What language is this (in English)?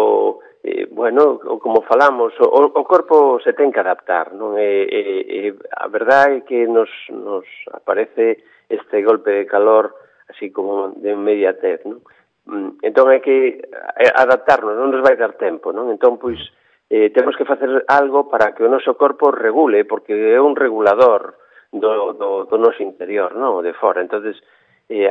Galician